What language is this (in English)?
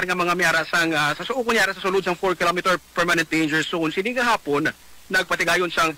Hiligaynon